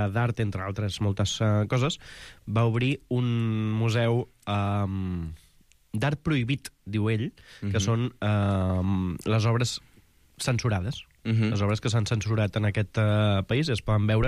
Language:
Catalan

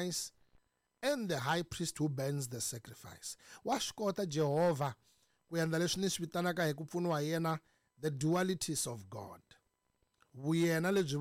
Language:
Tsonga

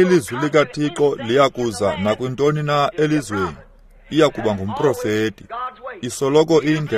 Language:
Xhosa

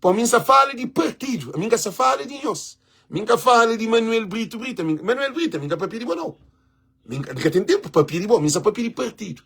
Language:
Kabuverdianu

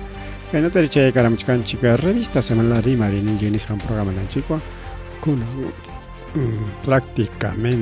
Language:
Ayacucho Quechua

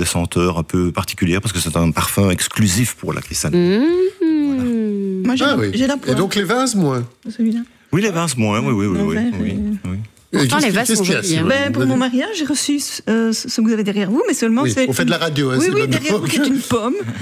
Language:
French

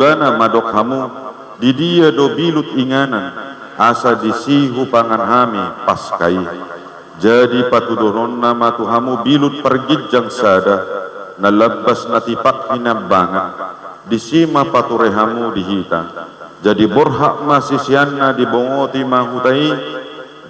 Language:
Batak Toba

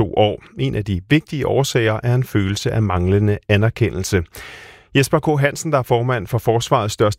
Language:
Danish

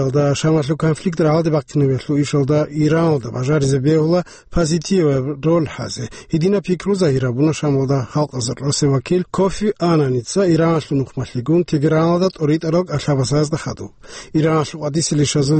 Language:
Avaric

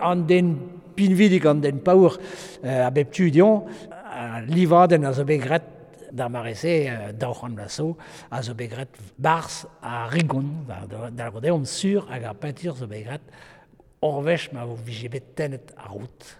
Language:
Breton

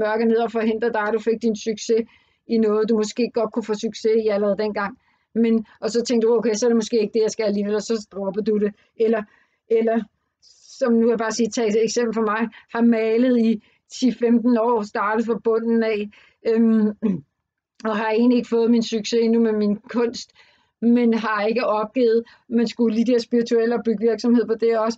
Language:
Danish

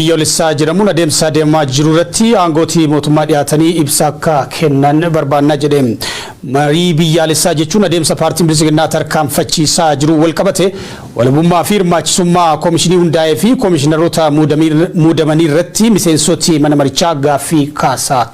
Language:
Oromo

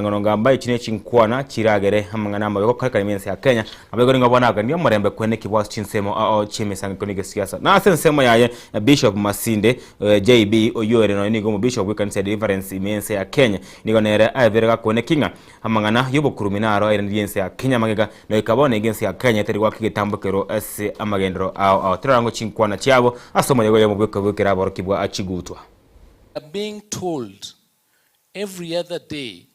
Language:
Gusii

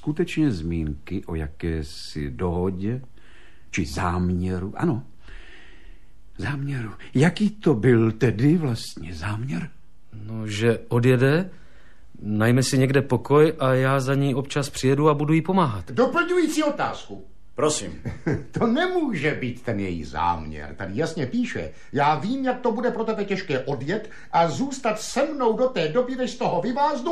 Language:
Czech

